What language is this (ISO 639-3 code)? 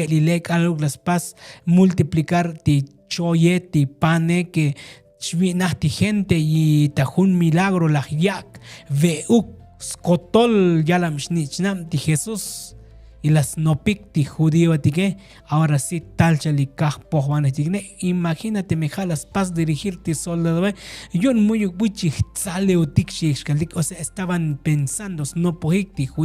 tzo